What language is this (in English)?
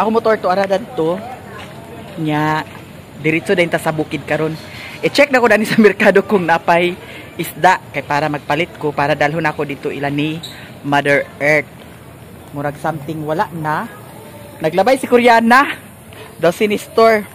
Cebuano